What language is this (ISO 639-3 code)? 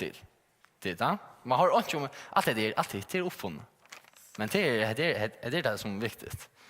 fao